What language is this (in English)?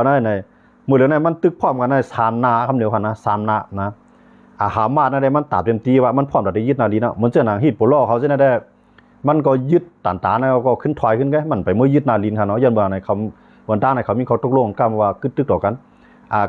Shan